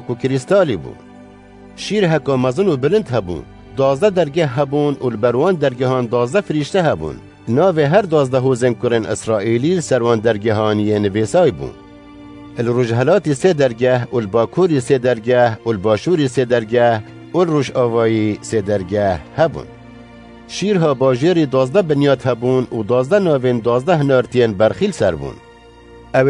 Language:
Kurdish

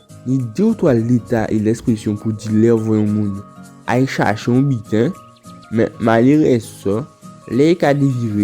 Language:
Guadeloupean Creole French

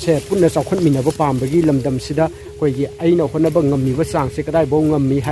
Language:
Manipuri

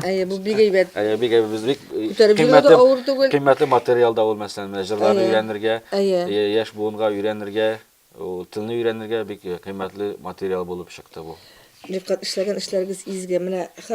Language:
Tatar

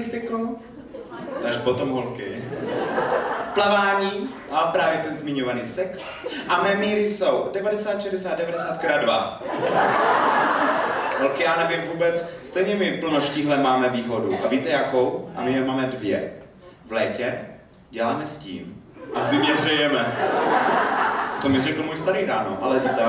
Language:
Czech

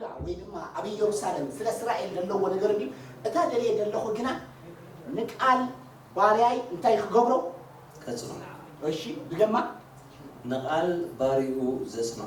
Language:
Tigrinya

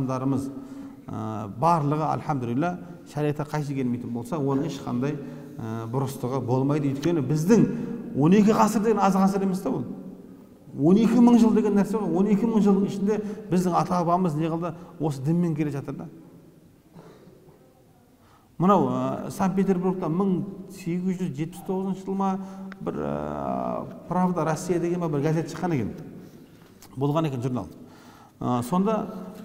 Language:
Kazakh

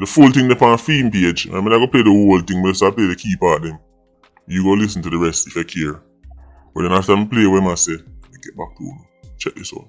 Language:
Jamaican Creole English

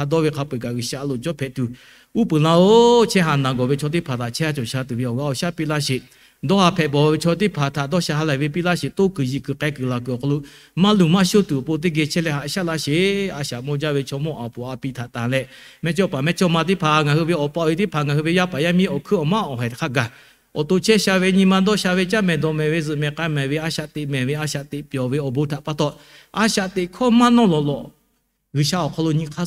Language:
Lahu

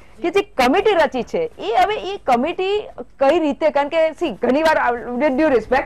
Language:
Gujarati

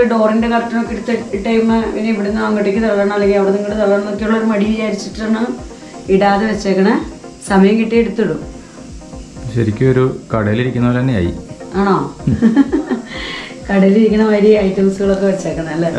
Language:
Malayalam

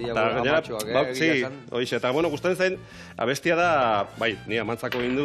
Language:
Basque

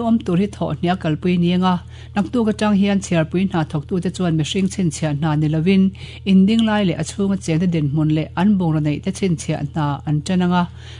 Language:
Mizo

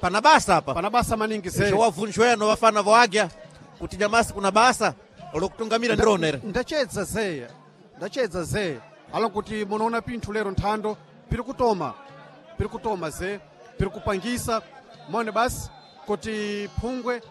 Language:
Sena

